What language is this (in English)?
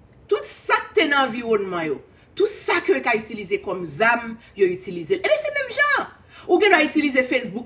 Haitian Creole